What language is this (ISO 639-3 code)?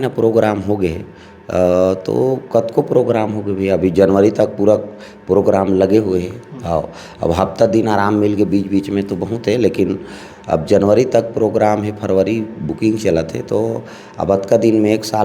hne